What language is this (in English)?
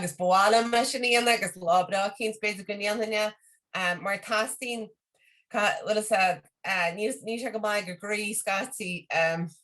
Irish